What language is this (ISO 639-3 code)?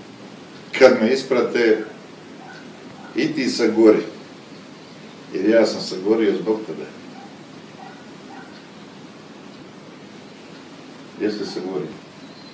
hrv